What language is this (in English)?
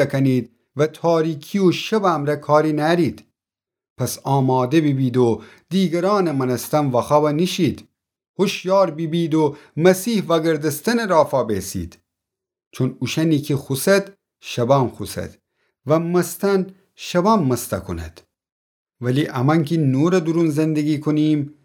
Gilaki